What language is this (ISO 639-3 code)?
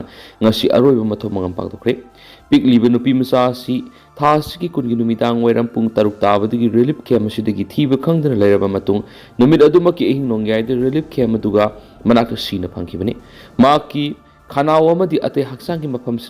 mni